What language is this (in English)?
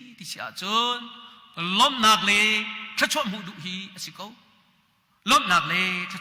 Hakha Chin